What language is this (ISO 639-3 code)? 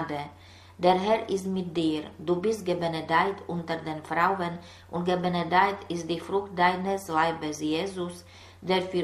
deu